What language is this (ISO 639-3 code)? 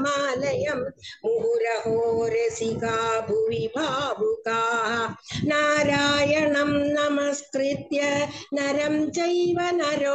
tam